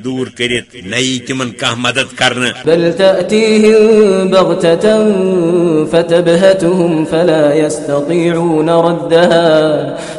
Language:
Kashmiri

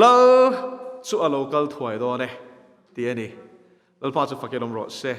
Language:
Mizo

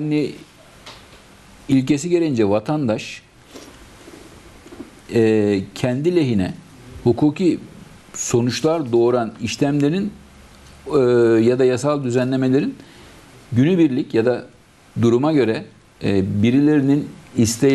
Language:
Turkish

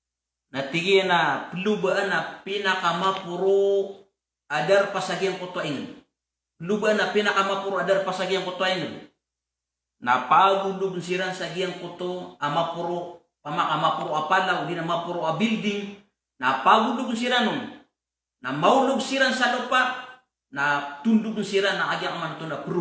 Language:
Maranao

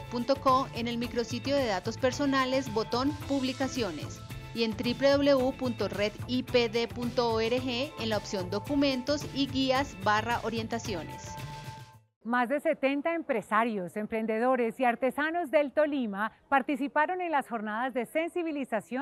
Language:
Spanish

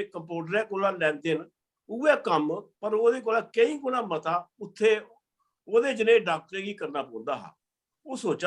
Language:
Dogri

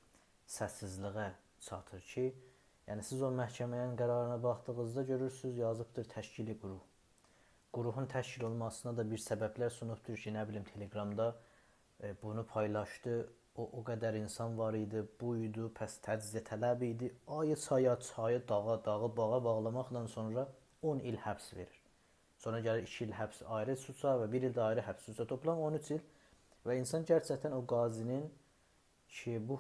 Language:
South Azerbaijani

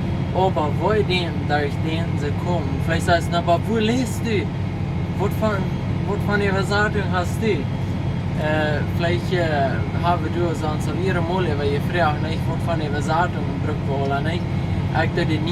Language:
Plautdietsch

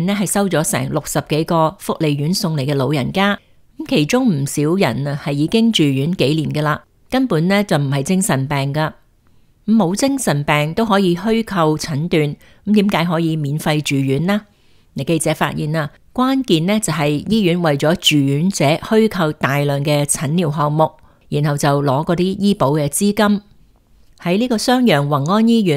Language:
Cantonese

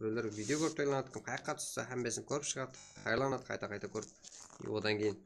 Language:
Kara-Kalpak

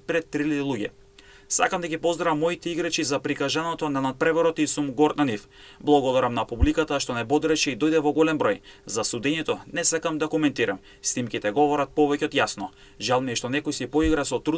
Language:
Macedonian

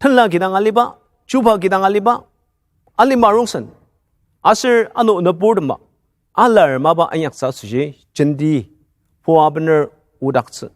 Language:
Ao Naga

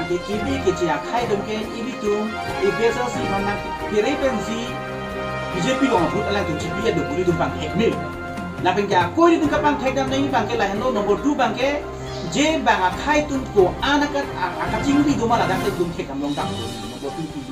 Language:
Karbi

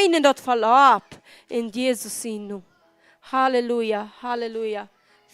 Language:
Plautdietsch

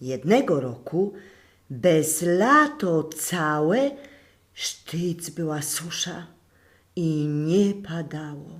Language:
Silesian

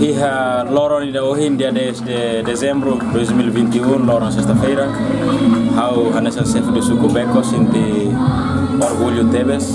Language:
Tetum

